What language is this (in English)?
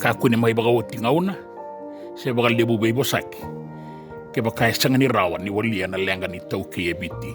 Fijian